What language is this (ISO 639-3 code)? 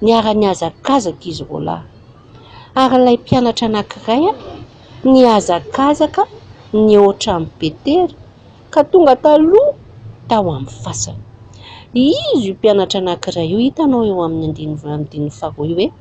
mlg